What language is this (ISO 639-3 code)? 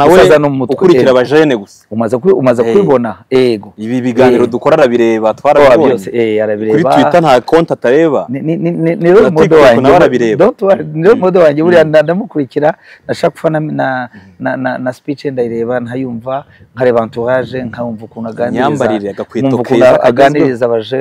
kin